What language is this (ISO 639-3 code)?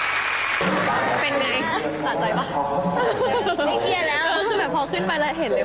tha